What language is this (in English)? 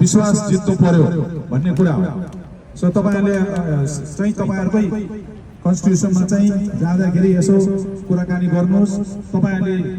Nepali